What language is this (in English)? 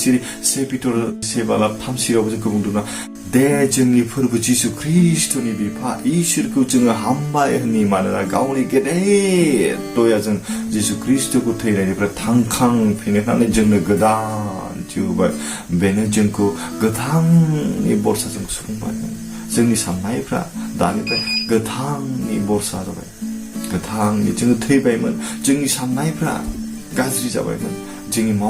Bodo